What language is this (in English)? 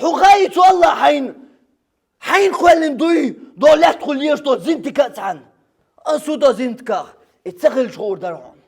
Chechen